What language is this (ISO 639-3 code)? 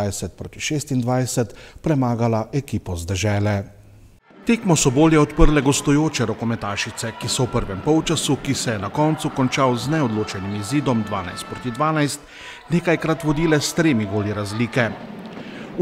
slv